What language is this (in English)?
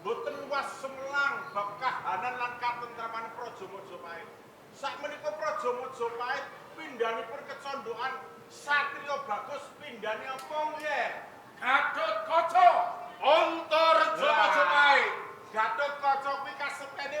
Javanese